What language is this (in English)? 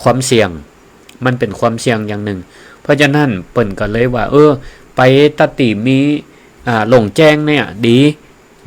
Northern Thai